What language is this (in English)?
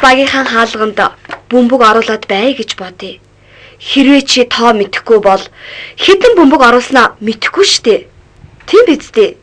Mongolian